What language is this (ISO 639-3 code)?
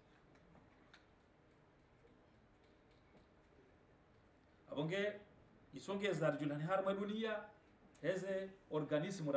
swa